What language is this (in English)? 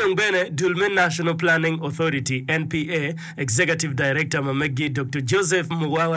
Acoli